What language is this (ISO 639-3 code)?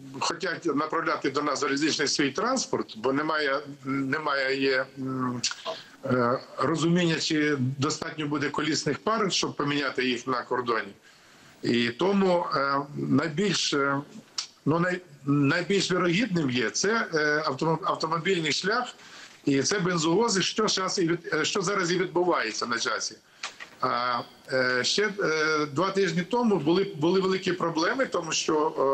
ukr